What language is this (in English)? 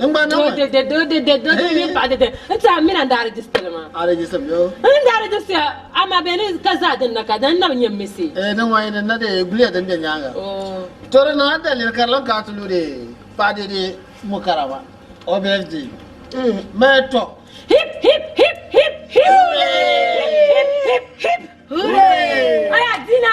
Dagbani